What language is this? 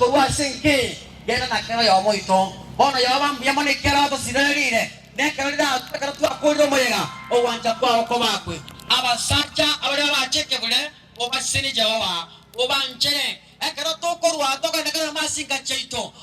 Gusii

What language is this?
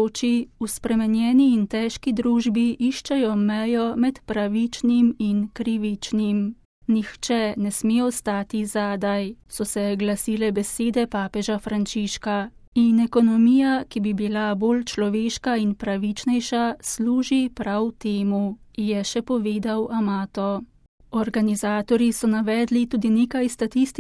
Slovenian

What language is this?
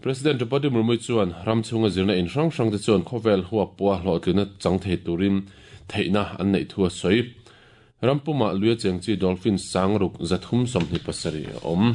Mizo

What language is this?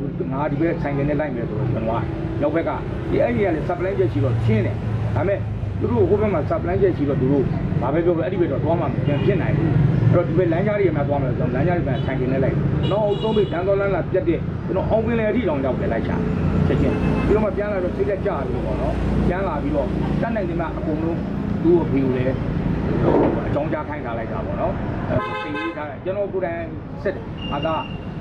Burmese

